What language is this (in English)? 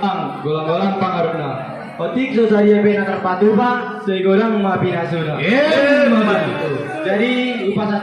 Batak Toba